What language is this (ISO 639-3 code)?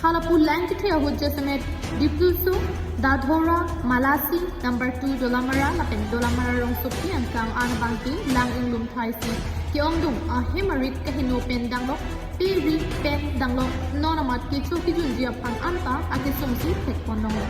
mjw